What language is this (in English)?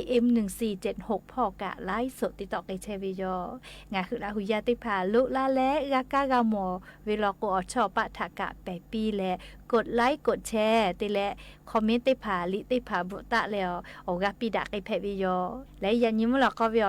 Lahu